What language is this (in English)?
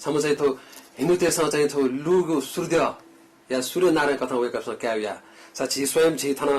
Newari